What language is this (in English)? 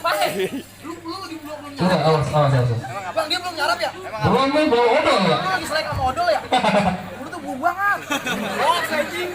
Betawi